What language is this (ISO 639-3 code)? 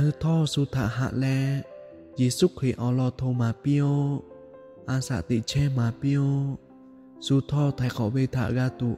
lhu